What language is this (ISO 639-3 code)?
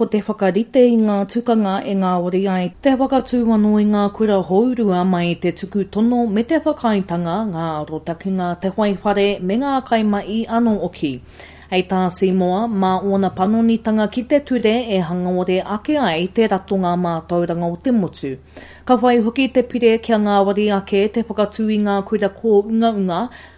mri